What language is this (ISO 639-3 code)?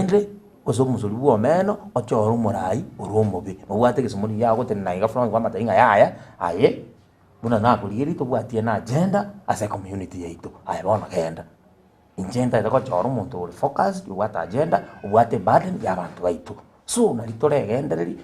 guz